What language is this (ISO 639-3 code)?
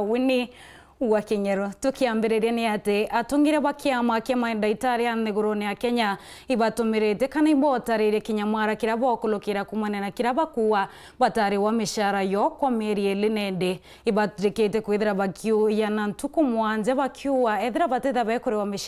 mer